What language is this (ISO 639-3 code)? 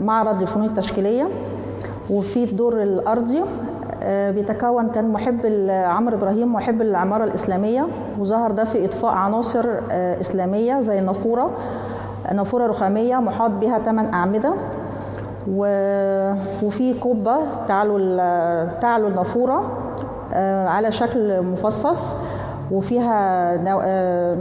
arz